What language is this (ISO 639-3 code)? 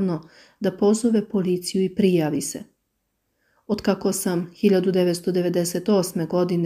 srp